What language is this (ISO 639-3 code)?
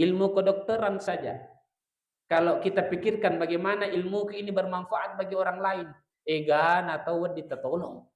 bug